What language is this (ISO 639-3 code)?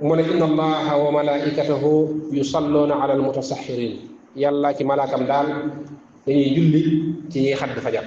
wol